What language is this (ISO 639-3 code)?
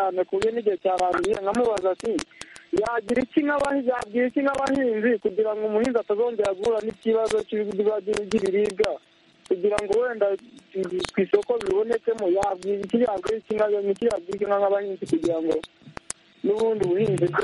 kin